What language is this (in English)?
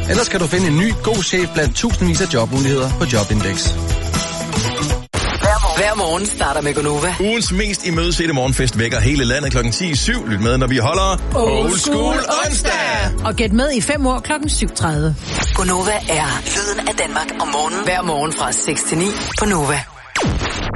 Danish